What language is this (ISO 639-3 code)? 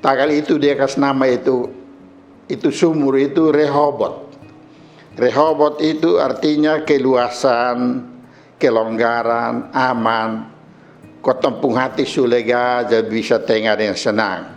mkn